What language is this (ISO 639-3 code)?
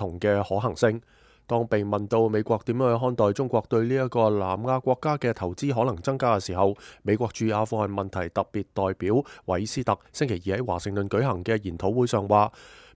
yue